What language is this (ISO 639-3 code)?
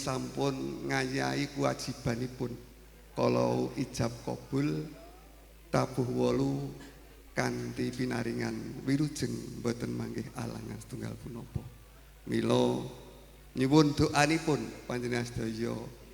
jav